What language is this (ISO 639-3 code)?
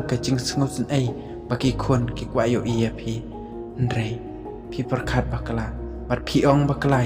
kha